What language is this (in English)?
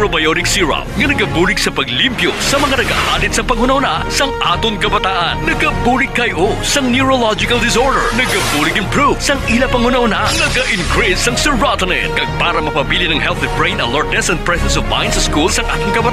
Hiligaynon